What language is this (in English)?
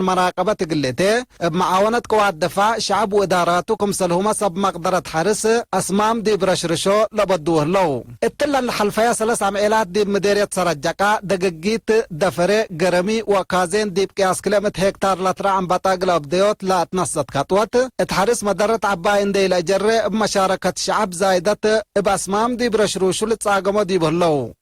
Tigre